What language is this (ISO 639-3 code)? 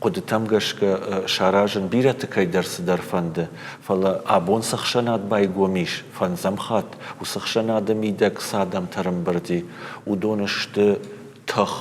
oss